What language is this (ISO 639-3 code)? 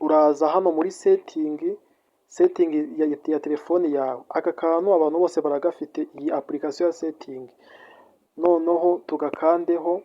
kin